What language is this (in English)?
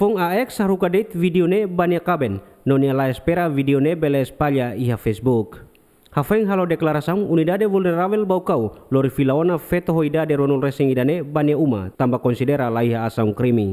Tetum